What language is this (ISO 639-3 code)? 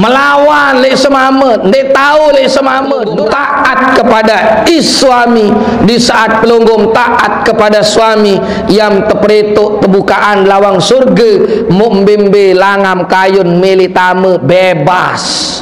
sas